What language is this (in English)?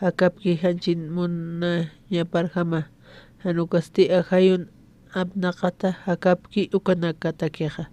Aymara